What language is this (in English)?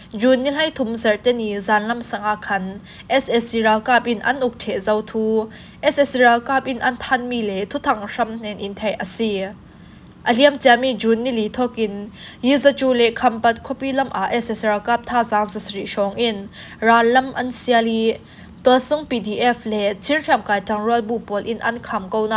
Falam Chin